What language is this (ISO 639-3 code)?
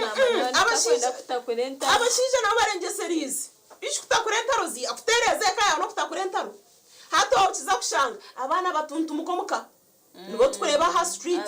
nyn